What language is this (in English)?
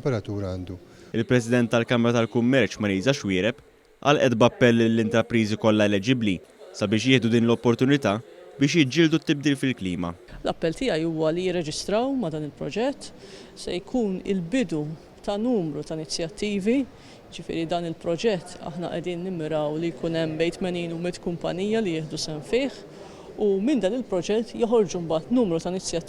Maltese